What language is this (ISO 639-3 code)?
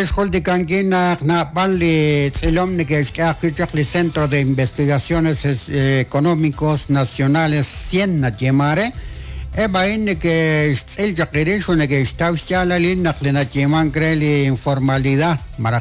kek